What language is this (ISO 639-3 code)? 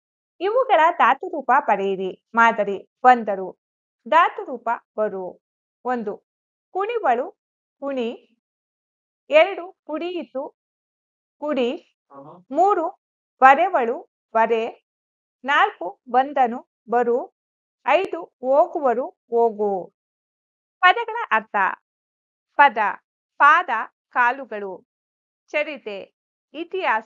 kan